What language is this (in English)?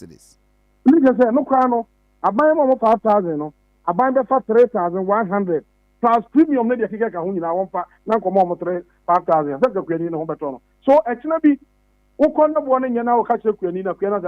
Akan